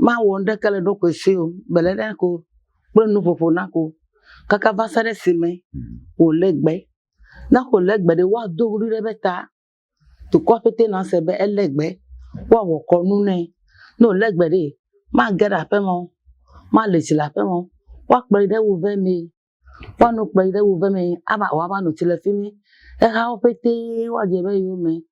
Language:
Ewe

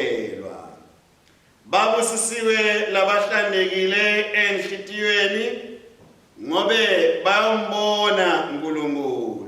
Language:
Swati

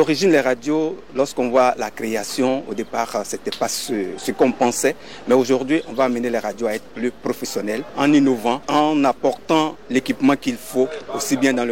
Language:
French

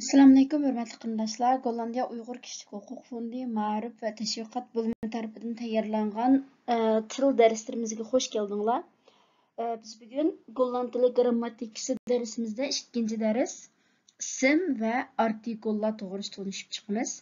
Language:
Uyghur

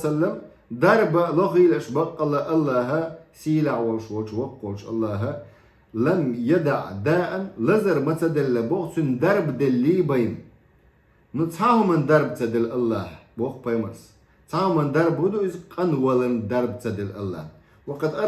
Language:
Chechen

